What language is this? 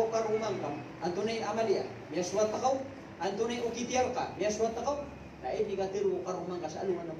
Maranao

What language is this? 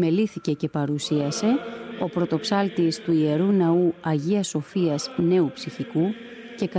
Greek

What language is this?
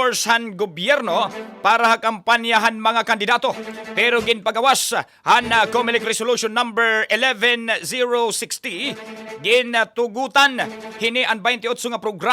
Waray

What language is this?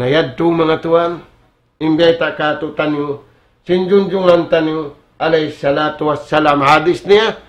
Tausug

